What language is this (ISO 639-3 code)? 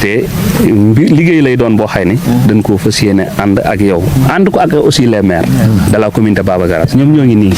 wol